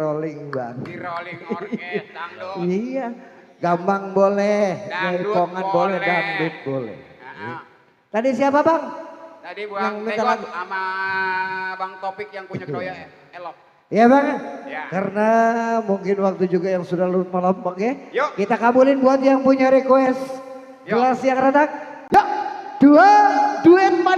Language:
Betawi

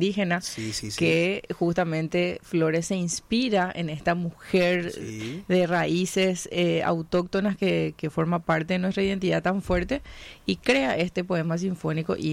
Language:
Spanish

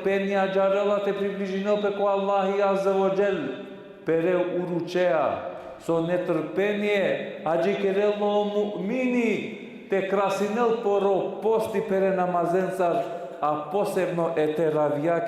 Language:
Balkan Romani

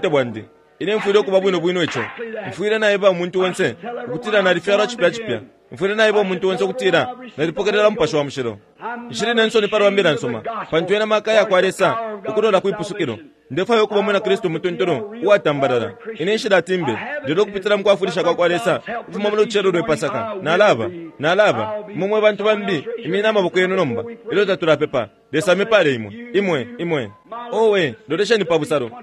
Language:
Bemba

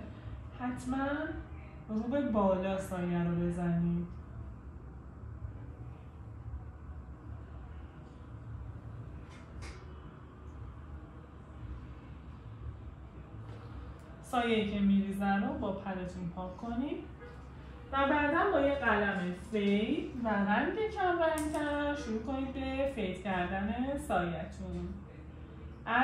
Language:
Persian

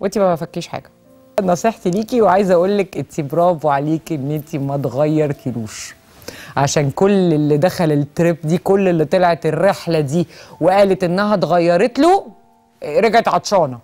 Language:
Egyptian Arabic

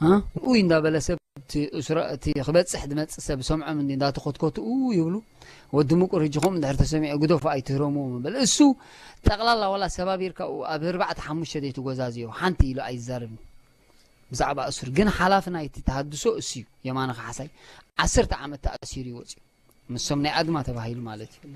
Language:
Tigrinya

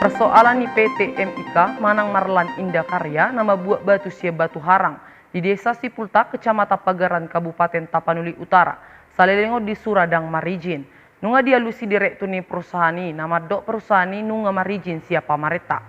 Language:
Batak Toba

